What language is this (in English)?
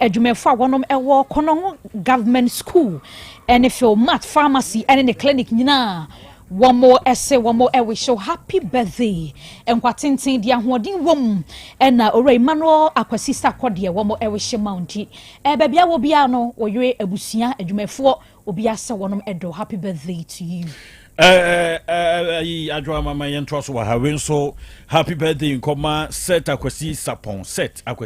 Akan